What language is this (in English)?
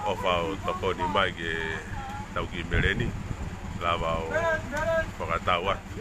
Tongan